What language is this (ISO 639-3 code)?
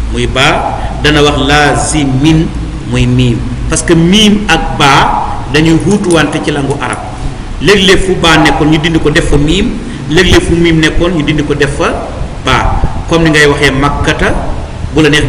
wol